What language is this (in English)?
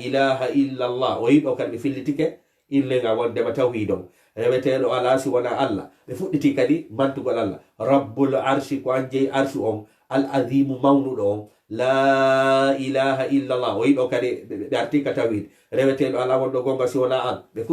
Fula